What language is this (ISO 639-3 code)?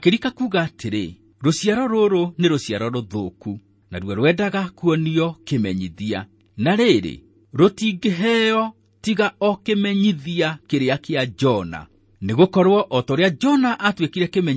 kik